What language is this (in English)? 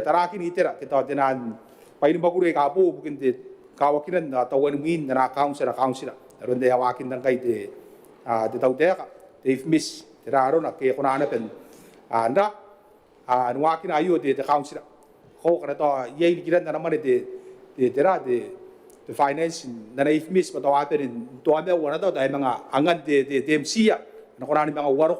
Gilbertese